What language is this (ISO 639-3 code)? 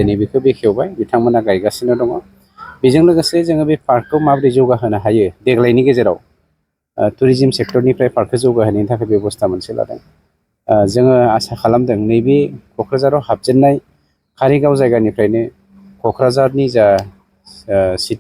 brx